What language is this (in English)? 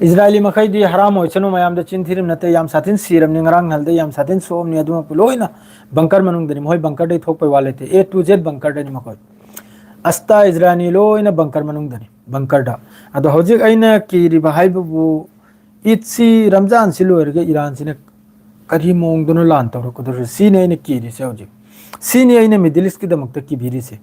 Manipuri